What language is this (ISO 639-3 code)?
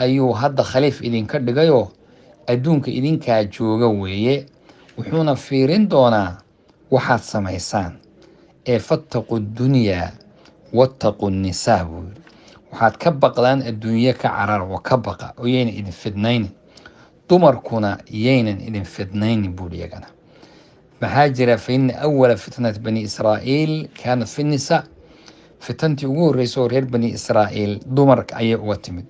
som